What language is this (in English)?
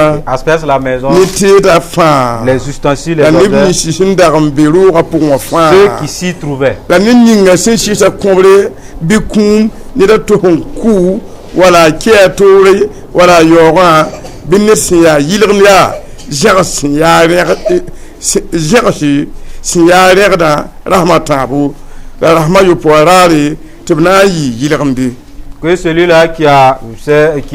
Mossi